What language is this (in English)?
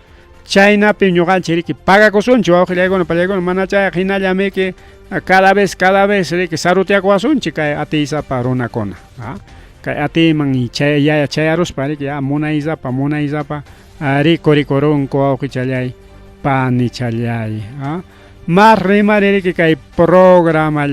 Ayacucho Quechua